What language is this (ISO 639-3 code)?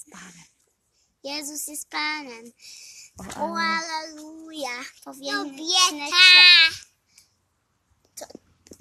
pol